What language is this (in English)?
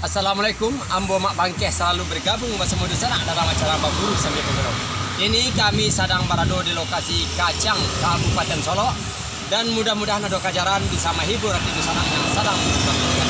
Minangkabau